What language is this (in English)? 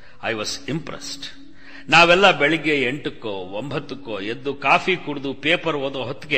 Kannada